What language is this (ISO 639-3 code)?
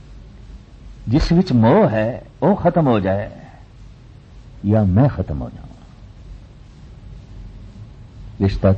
pan